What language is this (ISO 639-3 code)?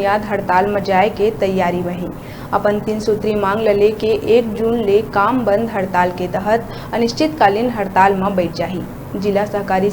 hne